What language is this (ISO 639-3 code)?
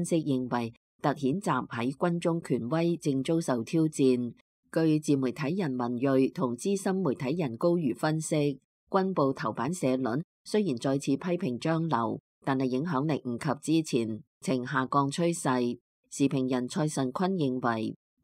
yue